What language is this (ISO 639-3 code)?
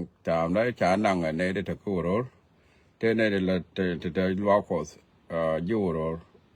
nus